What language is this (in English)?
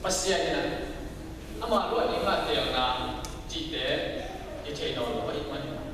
Tedim Chin